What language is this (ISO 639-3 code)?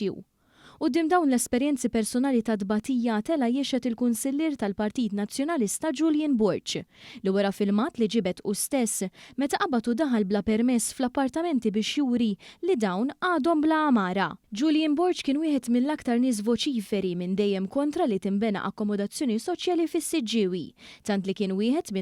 mlt